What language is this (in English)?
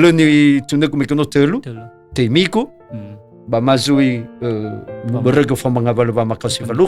Nias